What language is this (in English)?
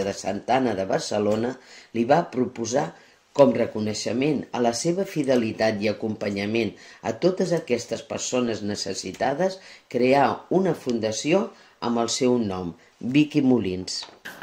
Catalan